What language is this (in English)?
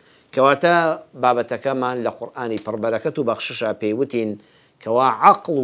Central Kurdish